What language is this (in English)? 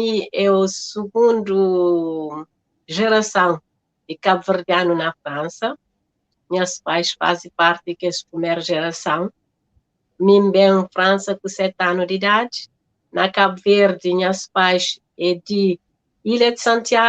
Kabuverdianu